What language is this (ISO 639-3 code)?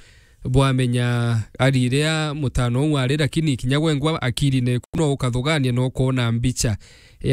mer